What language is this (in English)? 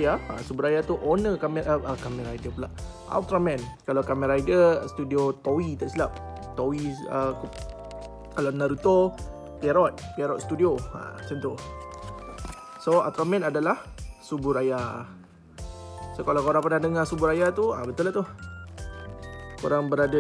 Malay